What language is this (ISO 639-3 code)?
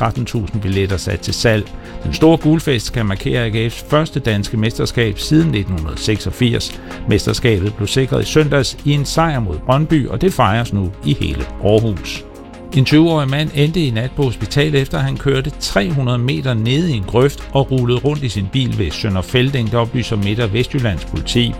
dan